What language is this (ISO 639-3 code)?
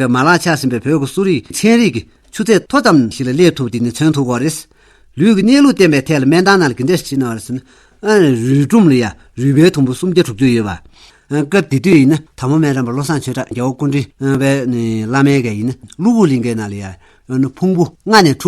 bod